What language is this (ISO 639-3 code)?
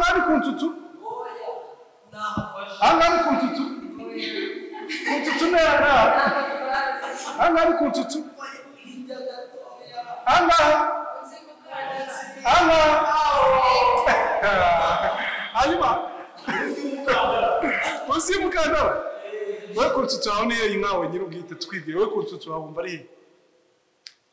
kin